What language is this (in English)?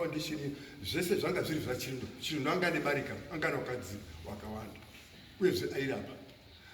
Shona